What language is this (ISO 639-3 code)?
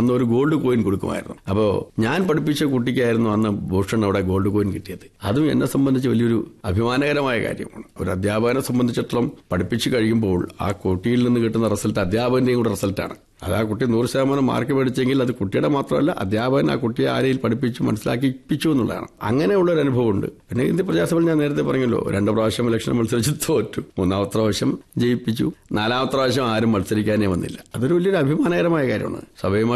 mal